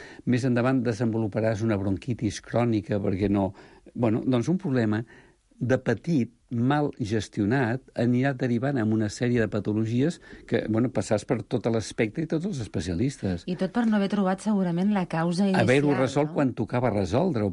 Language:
Catalan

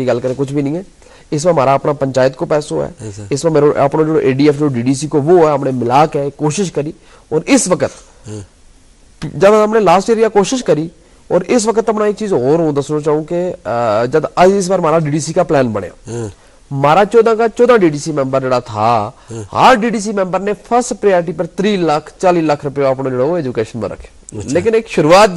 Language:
Gujari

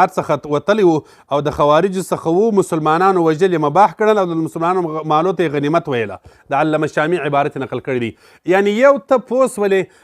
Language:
Pashto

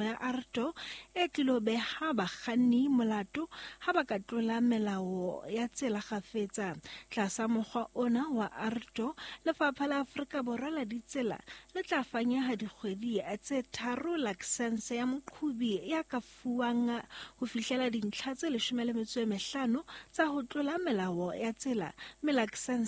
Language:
Southern Sotho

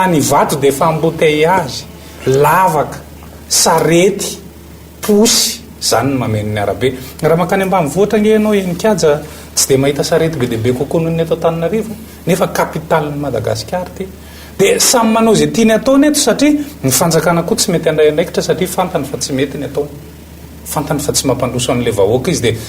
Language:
Malagasy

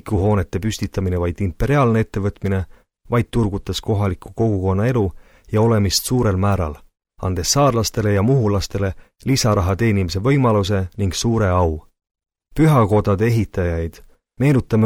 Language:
Estonian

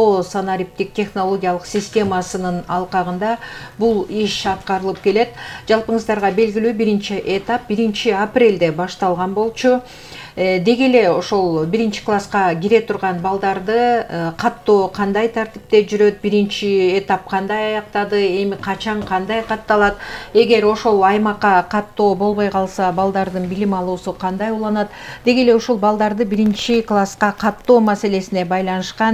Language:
Kyrgyz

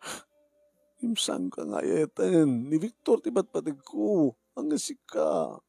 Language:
Iloko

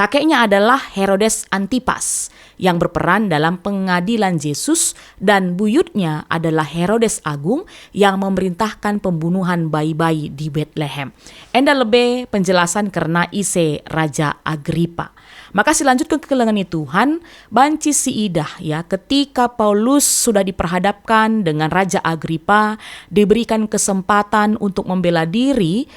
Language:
Batak Karo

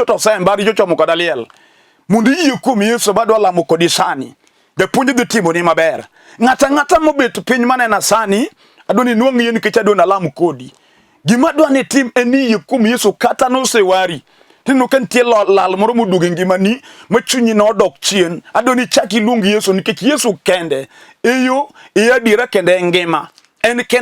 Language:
Luo (Kenya and Tanzania)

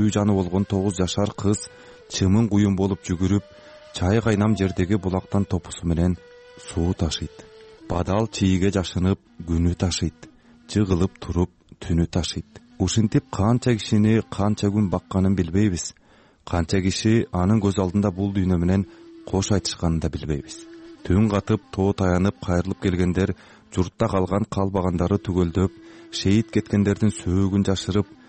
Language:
Kyrgyz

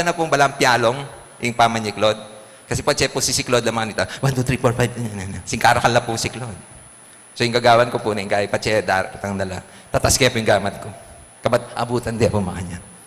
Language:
Pampanga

